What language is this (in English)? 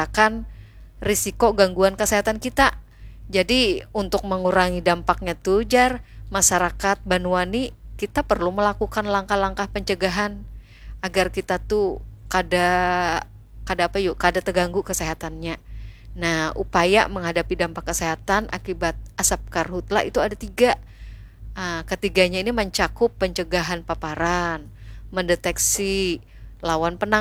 Banjar